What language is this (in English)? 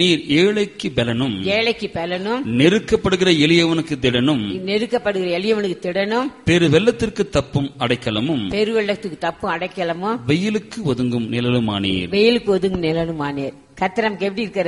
Tamil